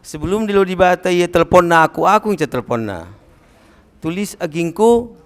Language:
Batak Karo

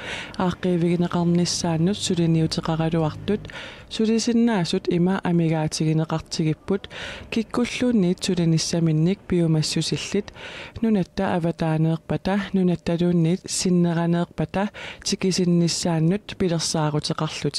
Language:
Kalaallisut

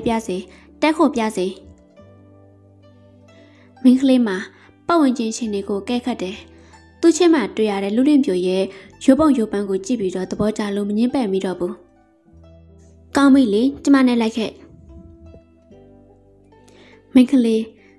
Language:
Burmese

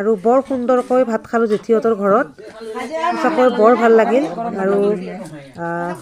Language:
Assamese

